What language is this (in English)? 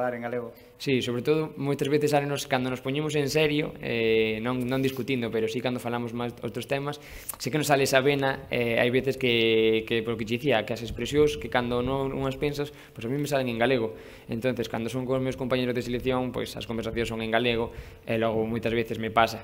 Galician